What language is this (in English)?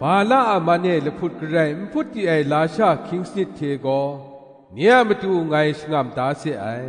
Kachin